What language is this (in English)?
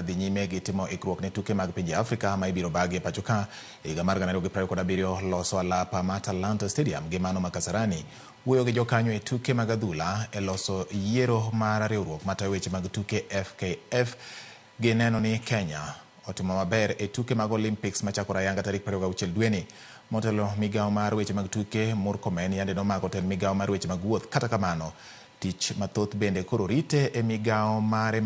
Luo (Kenya and Tanzania)